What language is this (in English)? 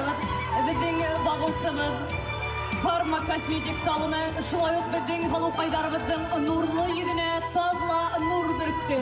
Bashkir